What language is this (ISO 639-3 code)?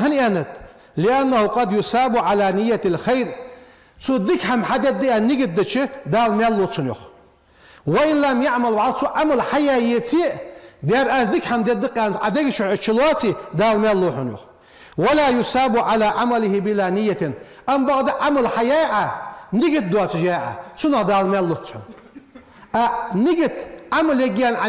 inh